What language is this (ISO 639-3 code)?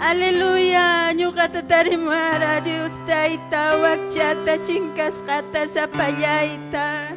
quy